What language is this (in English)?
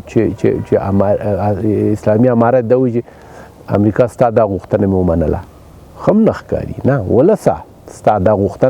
Pashto